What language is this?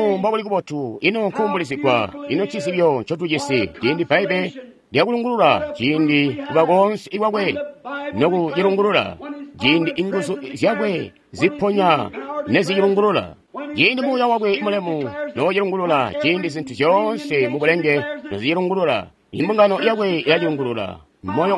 Tonga (Zambia)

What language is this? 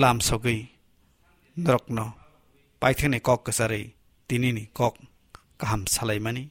Kok Borok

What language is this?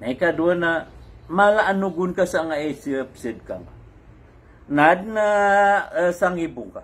Maranao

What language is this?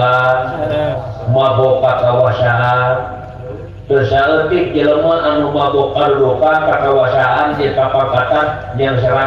Sundanese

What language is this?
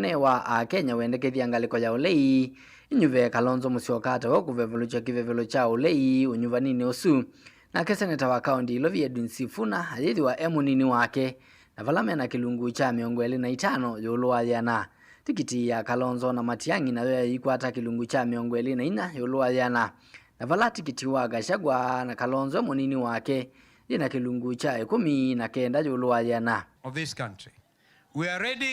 Kamba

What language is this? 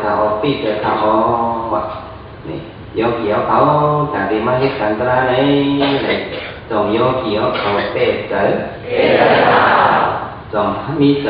Shan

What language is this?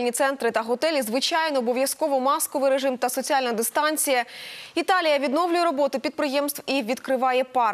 Ukrainian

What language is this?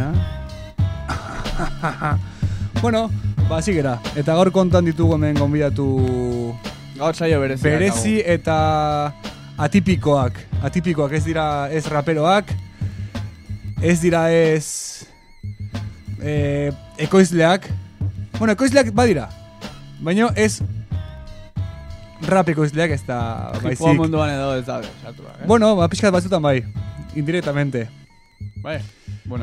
Basque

